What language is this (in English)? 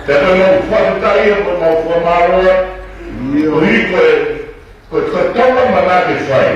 Tongan